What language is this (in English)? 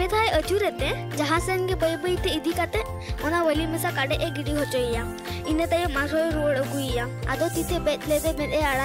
Santali